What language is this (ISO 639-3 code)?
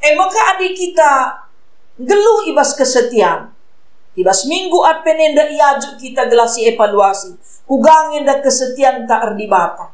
btx